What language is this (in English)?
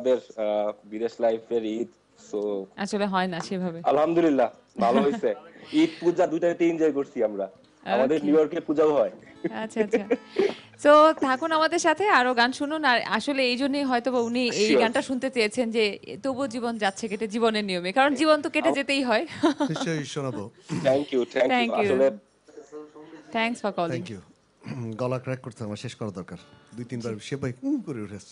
Bangla